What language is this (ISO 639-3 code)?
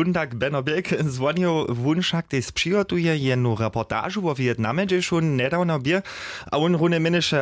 hsb